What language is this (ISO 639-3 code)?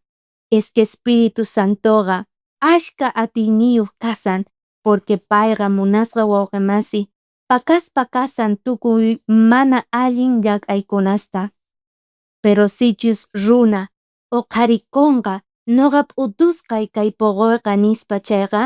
quh